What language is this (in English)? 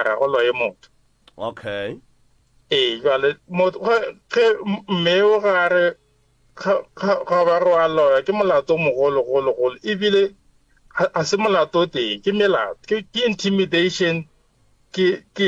Northern Sotho